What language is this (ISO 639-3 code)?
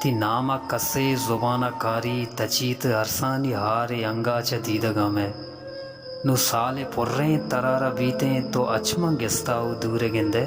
bal